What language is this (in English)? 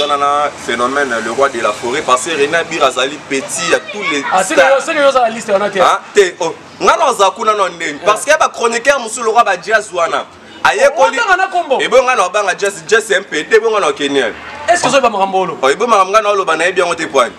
Lingala